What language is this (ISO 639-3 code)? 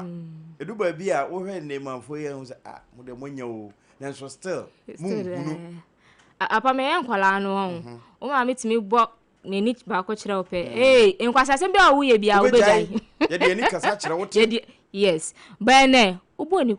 aka